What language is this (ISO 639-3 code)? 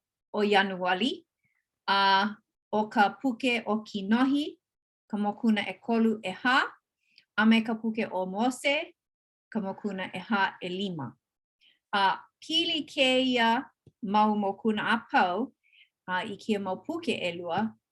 haw